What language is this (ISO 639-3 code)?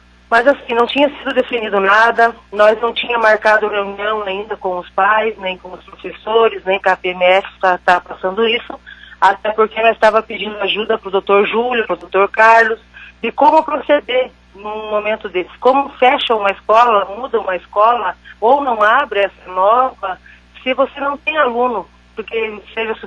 por